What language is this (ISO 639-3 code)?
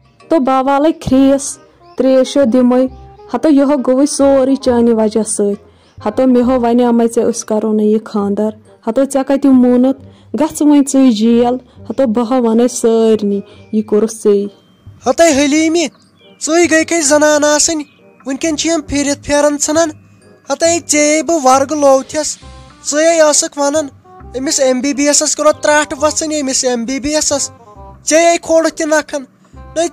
kas